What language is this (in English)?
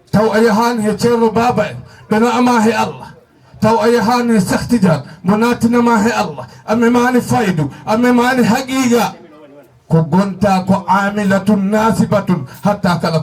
Fula